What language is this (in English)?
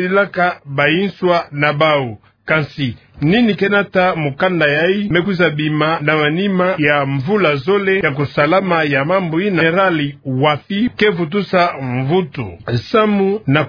Kituba (Democratic Republic of Congo)